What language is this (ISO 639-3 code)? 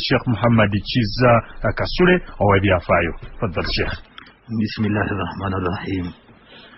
lug